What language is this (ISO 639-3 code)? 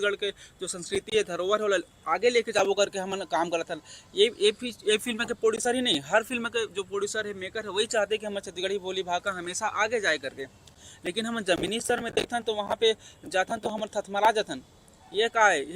hne